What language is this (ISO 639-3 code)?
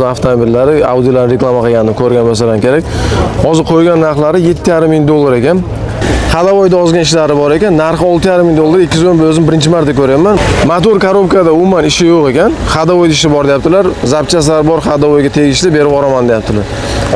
uzb